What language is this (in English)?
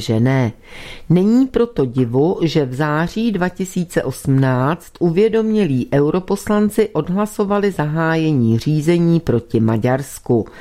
Czech